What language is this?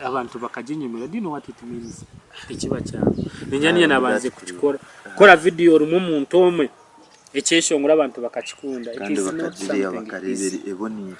Nyankole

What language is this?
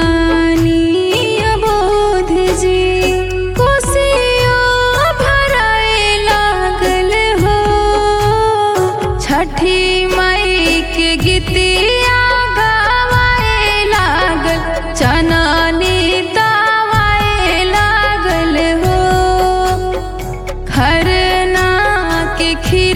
Bhojpuri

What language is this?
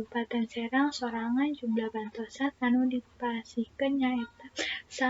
Sundanese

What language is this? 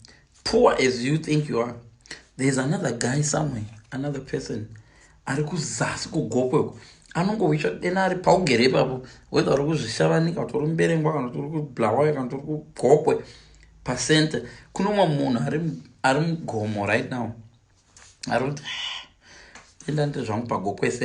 Shona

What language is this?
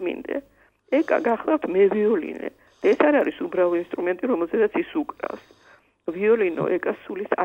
Georgian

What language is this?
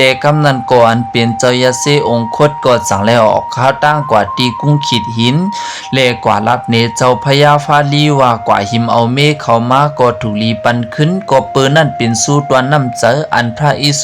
Shan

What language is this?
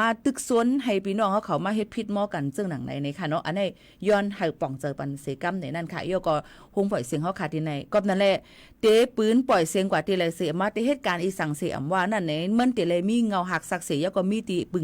Shan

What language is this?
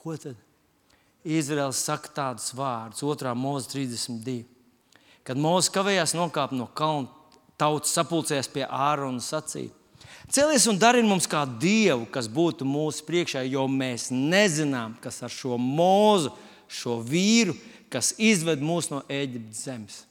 Latvian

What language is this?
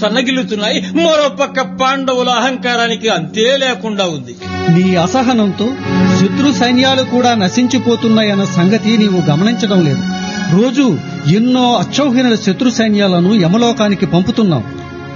Telugu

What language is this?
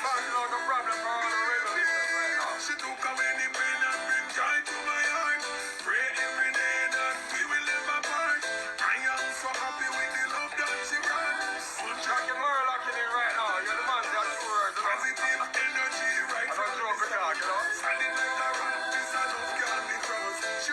Jamaican Creole English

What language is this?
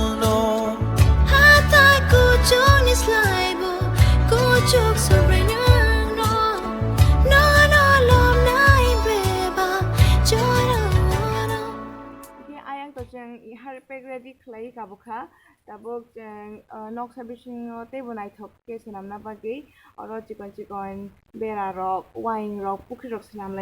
Kok Borok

